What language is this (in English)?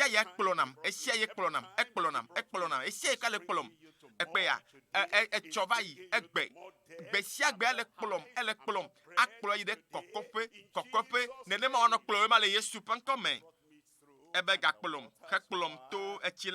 Ewe